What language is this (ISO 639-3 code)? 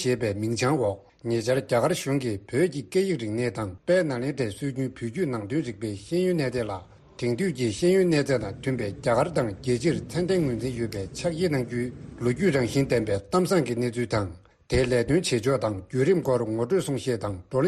bod